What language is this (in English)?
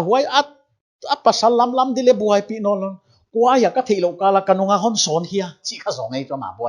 Paite Chin